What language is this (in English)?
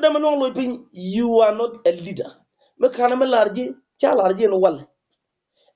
Nuer